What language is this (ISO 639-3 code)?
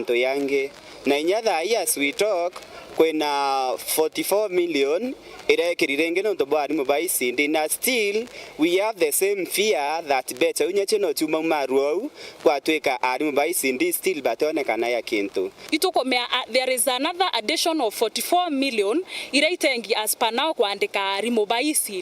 mer